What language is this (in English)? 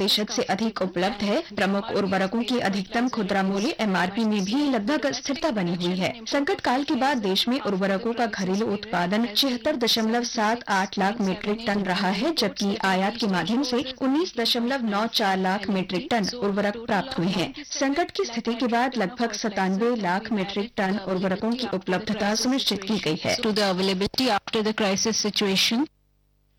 Hindi